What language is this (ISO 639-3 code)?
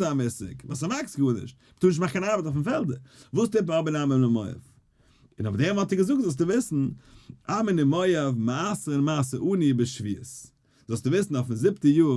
yid